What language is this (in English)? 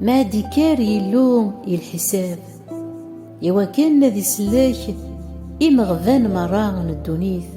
Kabyle